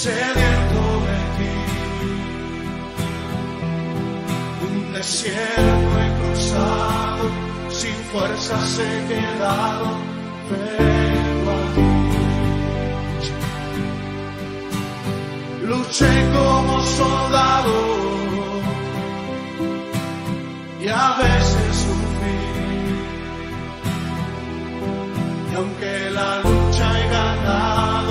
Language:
Spanish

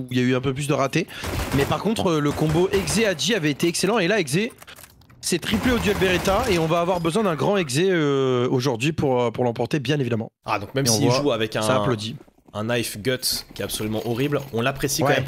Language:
French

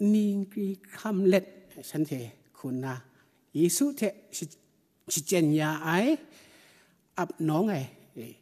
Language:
Kachin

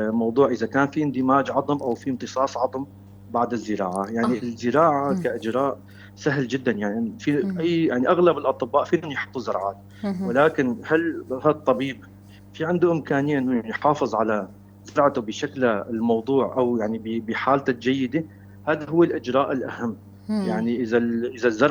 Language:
North Levantine Arabic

